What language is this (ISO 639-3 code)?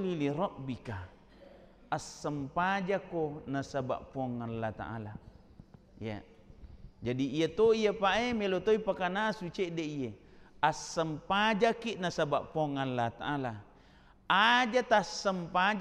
bug